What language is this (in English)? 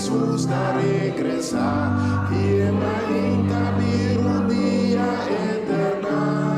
Papiamento